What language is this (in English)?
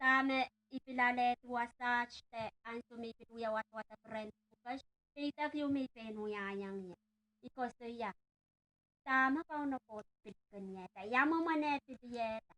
Pohnpeian